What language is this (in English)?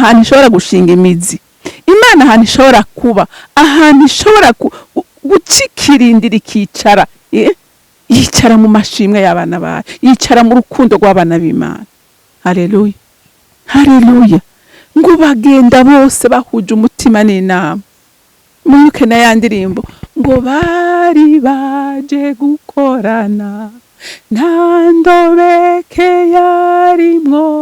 Rundi